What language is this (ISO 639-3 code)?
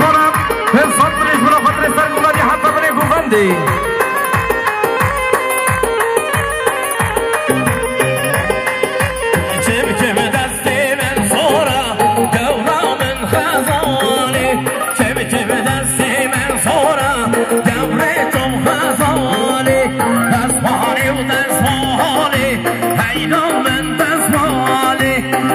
fas